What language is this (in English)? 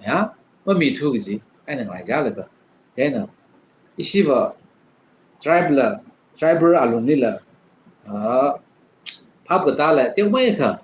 Tangkhul Naga (India)